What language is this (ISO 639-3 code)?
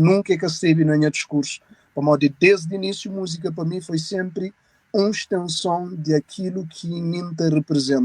kea